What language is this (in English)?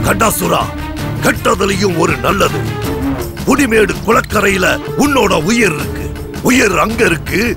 Tamil